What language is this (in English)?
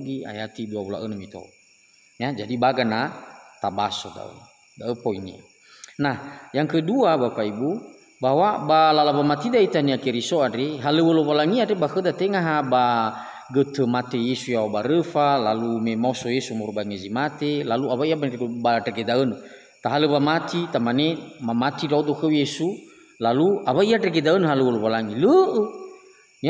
Nias